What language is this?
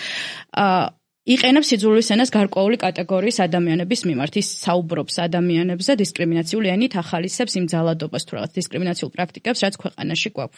Georgian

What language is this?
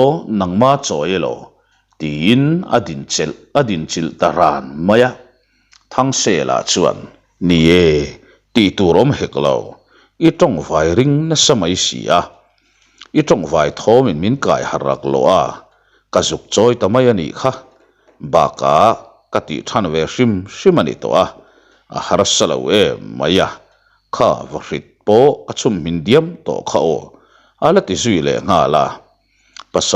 Mizo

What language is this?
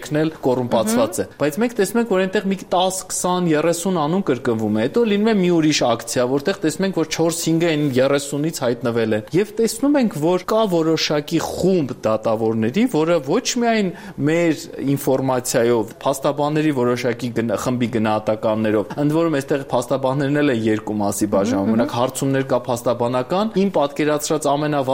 Armenian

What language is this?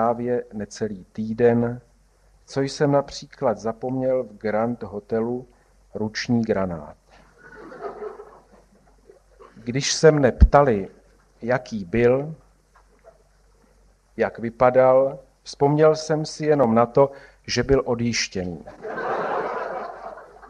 Czech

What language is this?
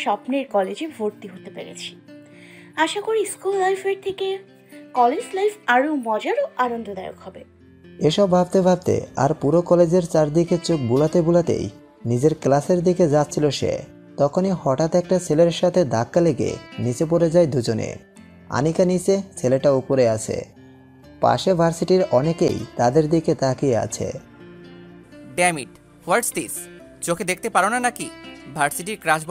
Bangla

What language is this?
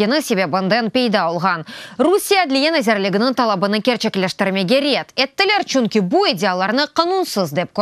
Crimean Tatar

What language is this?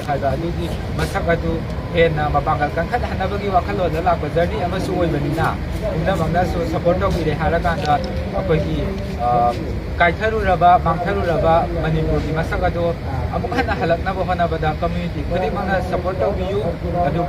Manipuri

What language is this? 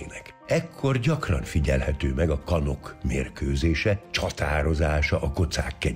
Hungarian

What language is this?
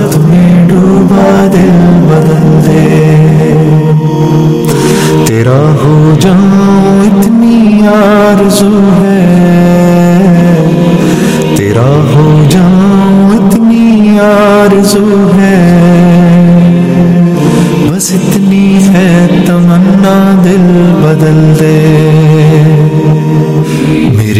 Hindi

